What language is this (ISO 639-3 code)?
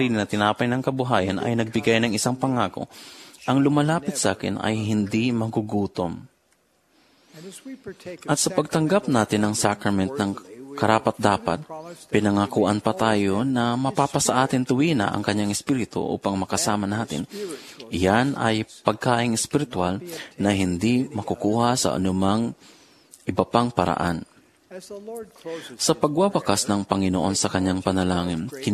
fil